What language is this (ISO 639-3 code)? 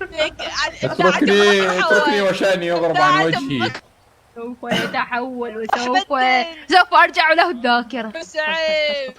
acm